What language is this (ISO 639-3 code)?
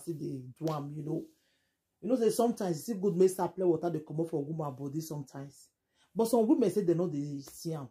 pcm